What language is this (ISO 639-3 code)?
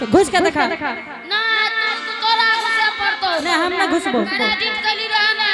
anp